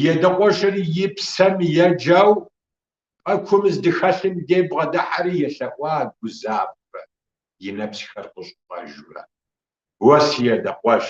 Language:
Kabardian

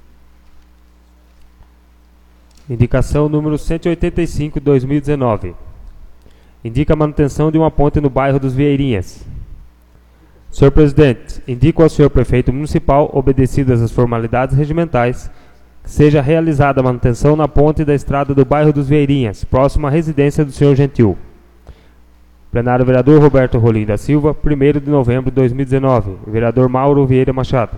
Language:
Portuguese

